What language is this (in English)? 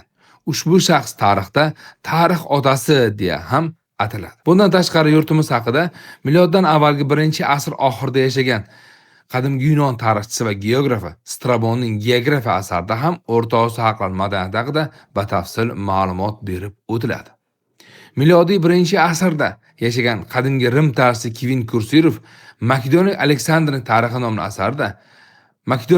Uzbek